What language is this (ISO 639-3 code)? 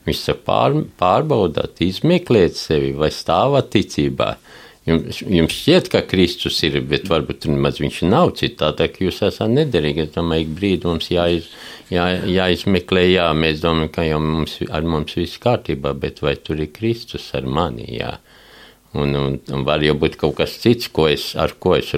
lav